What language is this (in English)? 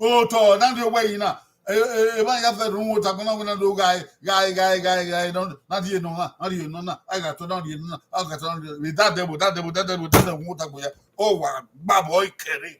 Bini